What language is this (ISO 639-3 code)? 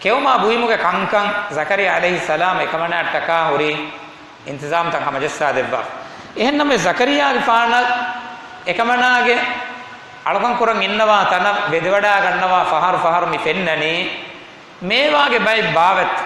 div